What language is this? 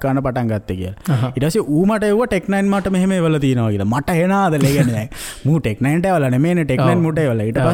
Sinhala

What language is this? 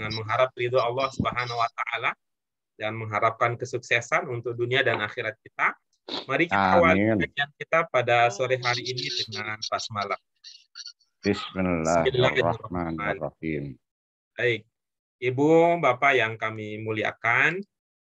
Indonesian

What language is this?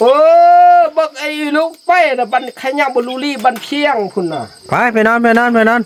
Northeastern Thai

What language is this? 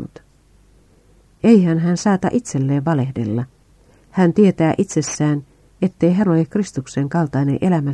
Finnish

